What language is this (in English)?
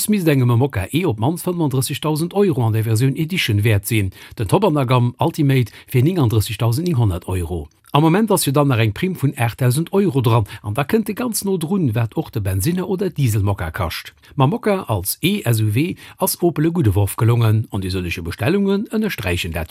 Luxembourgish